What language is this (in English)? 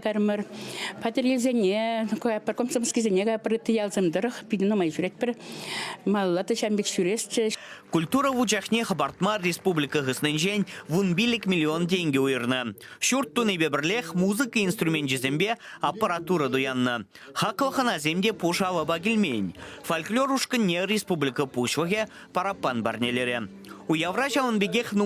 Chuvash